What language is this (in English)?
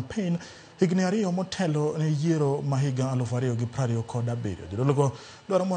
Luo (Kenya and Tanzania)